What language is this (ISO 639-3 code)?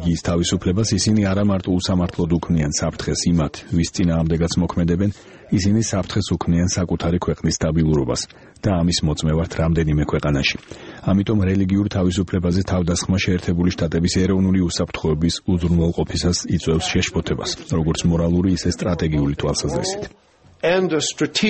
kat